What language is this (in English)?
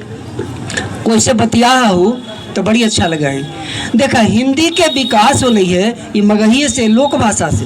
Magahi